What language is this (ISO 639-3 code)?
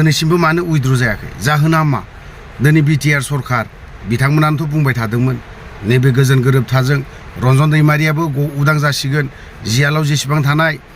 brx